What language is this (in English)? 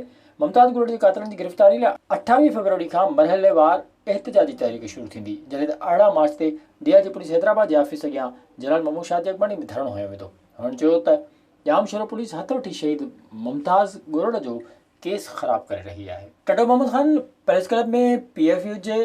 Sindhi